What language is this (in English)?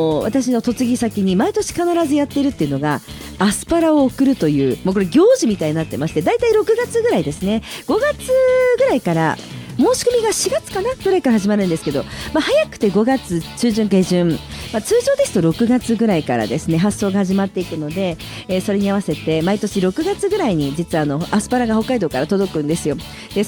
Japanese